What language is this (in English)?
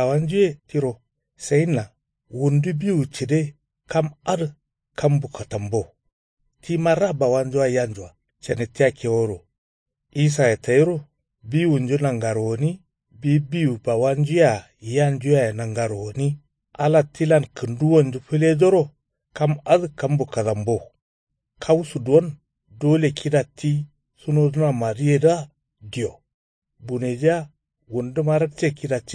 Kanuri